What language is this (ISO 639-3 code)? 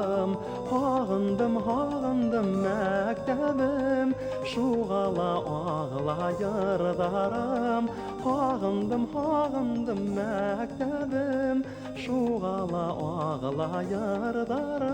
bak